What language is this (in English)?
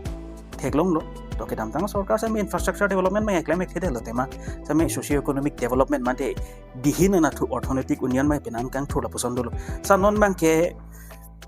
Karbi